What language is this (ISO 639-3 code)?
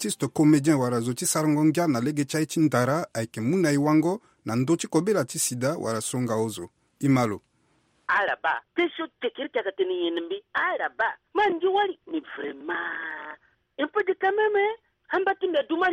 sag